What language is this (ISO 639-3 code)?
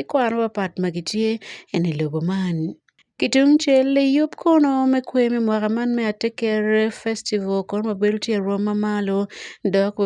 ach